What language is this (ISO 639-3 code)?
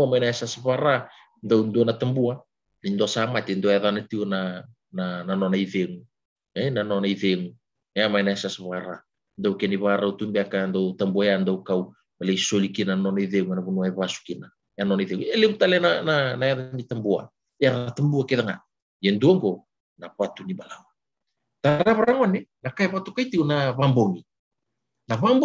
fij